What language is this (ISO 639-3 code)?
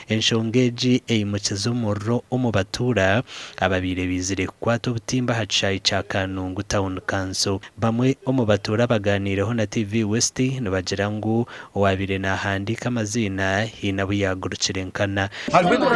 nyn